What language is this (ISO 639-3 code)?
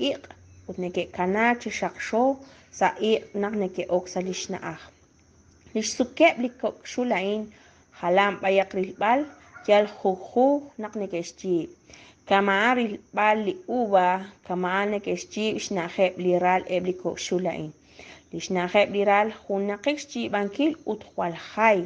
kek